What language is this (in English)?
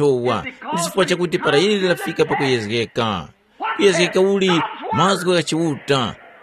Tumbuka